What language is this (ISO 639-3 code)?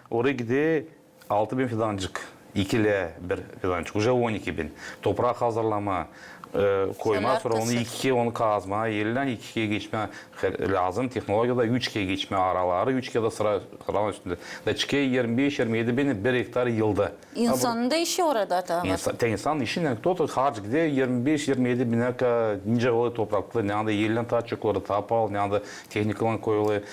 gag